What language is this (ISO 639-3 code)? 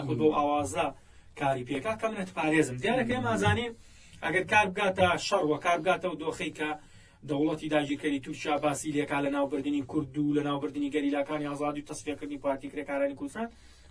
ckb